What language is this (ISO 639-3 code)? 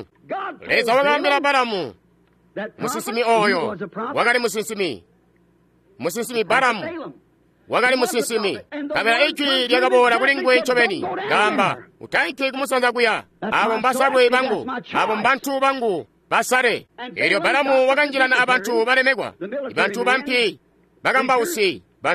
toi